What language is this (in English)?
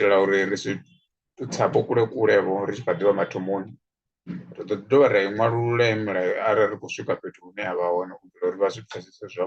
Venda